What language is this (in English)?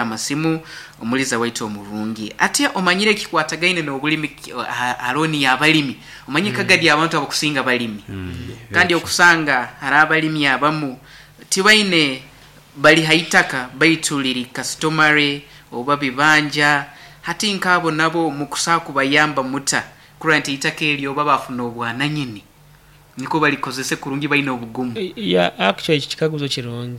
Nyankole